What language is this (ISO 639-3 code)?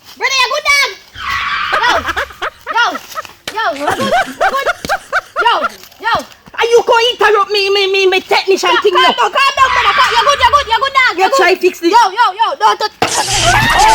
jam